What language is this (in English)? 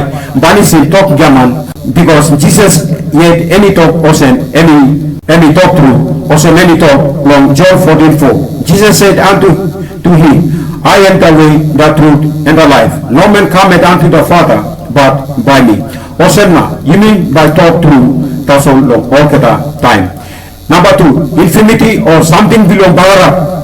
Tok Pisin